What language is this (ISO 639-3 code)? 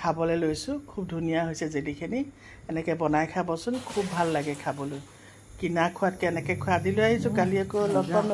asm